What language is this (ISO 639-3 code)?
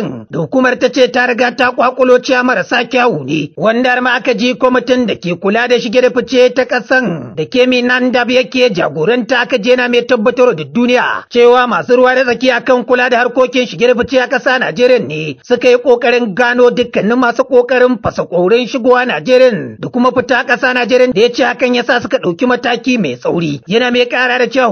hau